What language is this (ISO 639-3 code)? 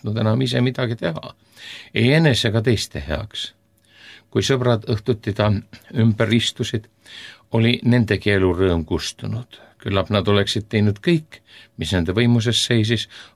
est